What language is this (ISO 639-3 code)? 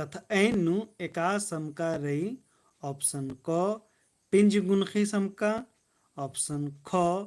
kru